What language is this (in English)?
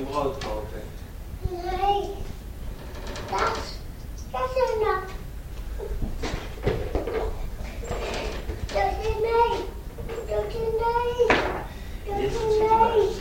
Dutch